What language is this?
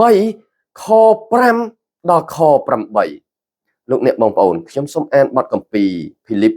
Khmer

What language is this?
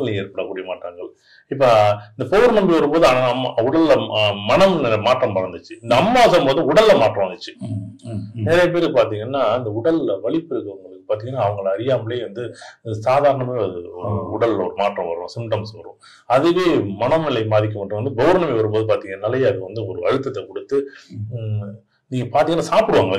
Tamil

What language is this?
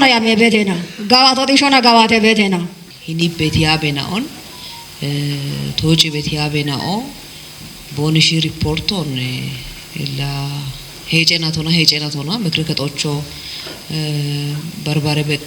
Kafa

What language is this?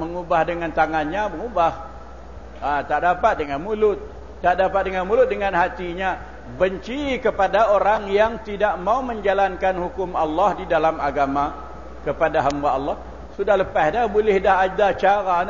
Malay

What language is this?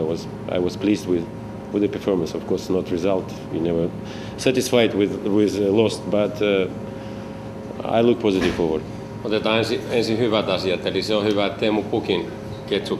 Finnish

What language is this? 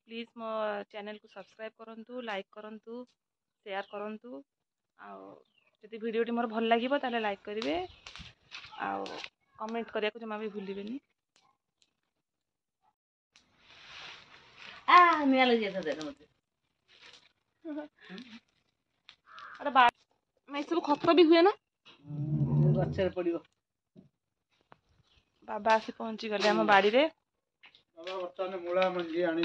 Odia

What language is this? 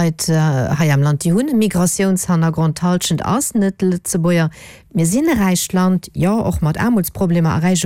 Luxembourgish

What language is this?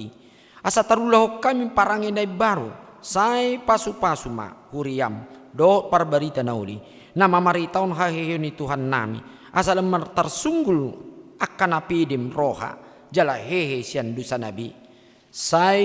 Batak Toba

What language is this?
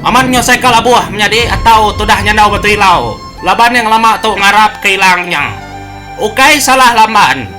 Iban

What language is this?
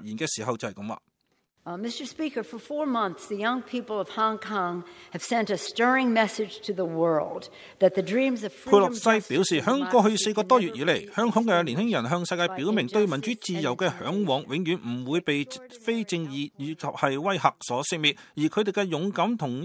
Cantonese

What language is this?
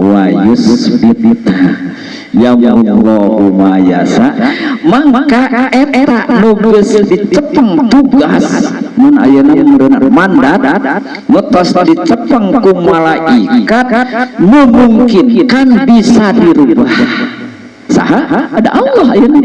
Sundanese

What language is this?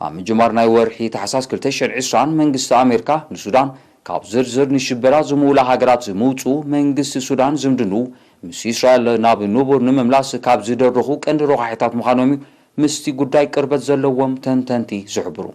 Tigrinya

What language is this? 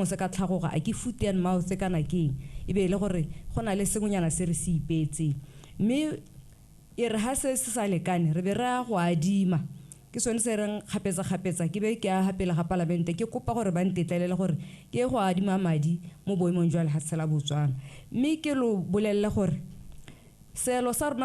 Tswana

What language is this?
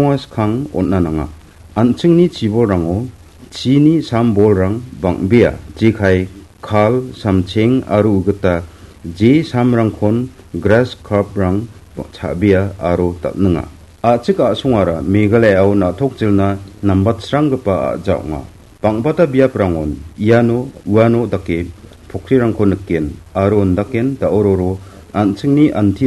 Garo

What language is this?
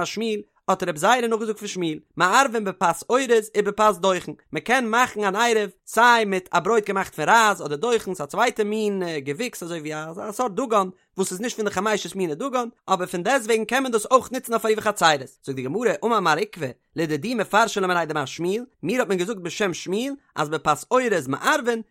Yiddish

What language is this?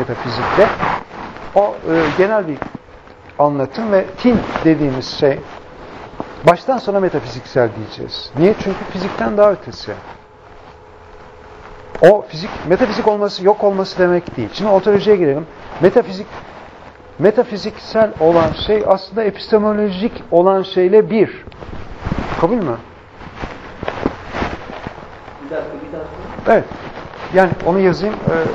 Turkish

